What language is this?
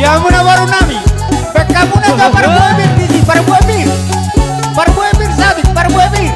Batak Toba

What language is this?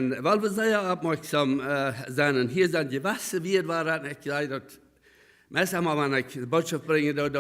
Plautdietsch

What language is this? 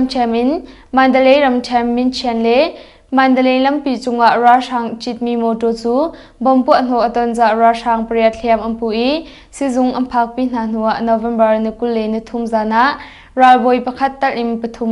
Hakha Chin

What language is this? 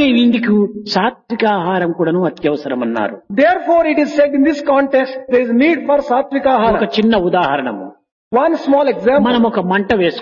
Telugu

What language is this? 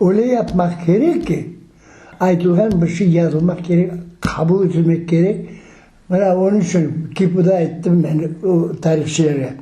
Crimean Tatar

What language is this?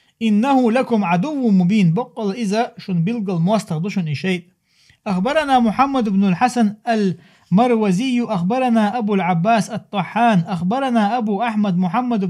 Chechen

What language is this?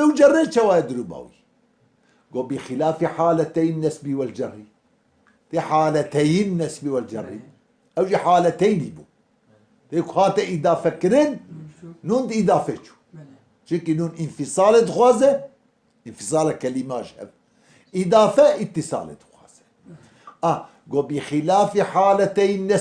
Kurdish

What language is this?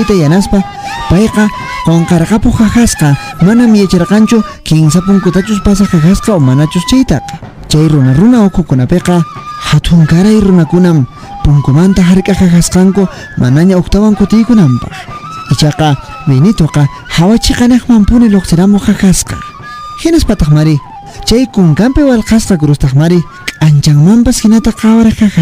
Quechua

